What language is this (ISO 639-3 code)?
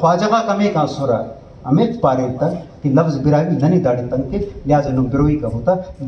brh